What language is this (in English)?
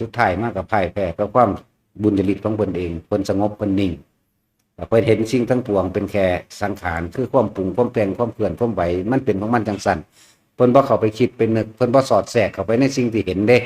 Northeastern Thai